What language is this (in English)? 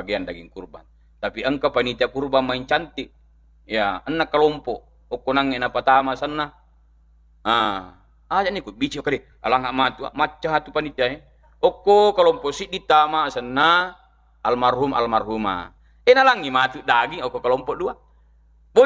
Buginese